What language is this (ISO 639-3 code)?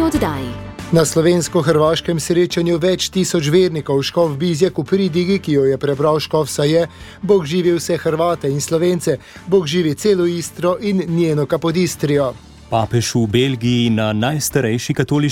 slv